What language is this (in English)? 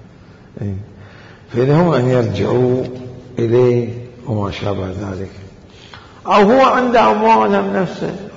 Mesopotamian Arabic